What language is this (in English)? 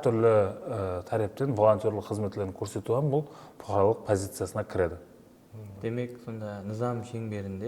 Kara-Kalpak